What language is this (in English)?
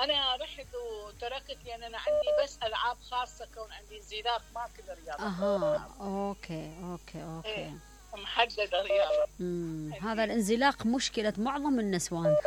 Mesopotamian Arabic